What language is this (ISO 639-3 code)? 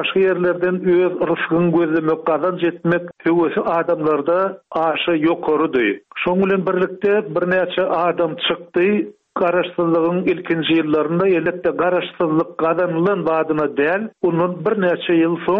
tuk